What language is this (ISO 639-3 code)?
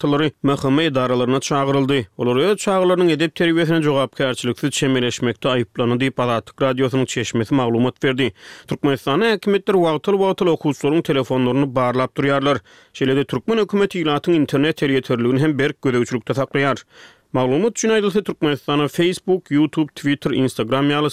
tuk